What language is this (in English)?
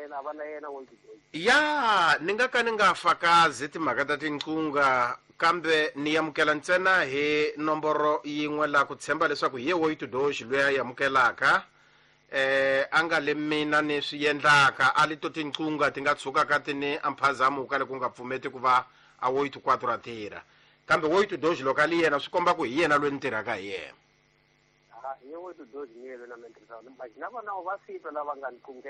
Tsonga